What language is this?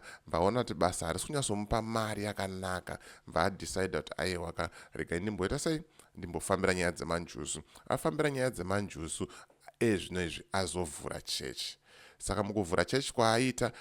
Shona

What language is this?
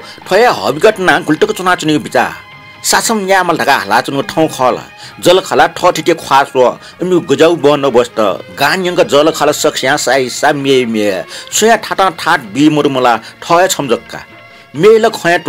Newari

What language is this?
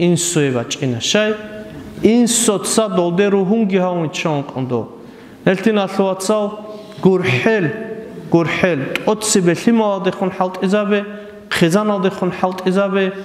Avaric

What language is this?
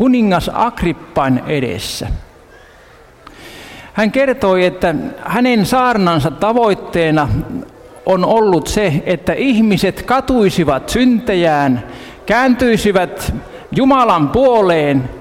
Finnish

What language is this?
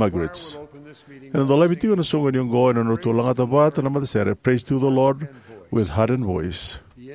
Fijian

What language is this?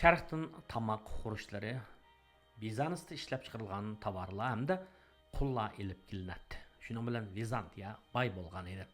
Uyghur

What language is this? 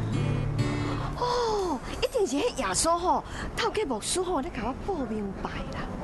Min Nan Chinese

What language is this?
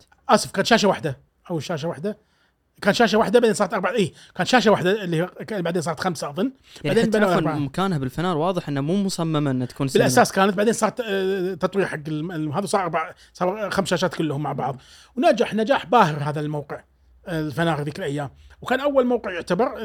Gulf Arabic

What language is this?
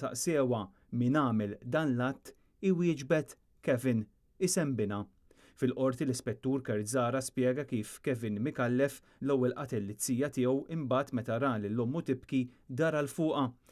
Maltese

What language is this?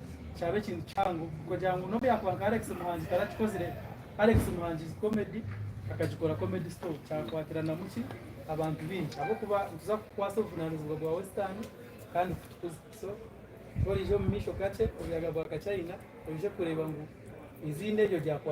Nyankole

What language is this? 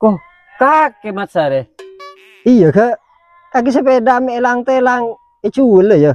Madurese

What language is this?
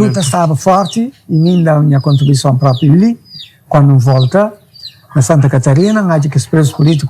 Kabuverdianu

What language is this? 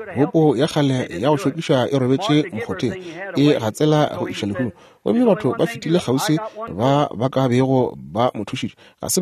Northern Sotho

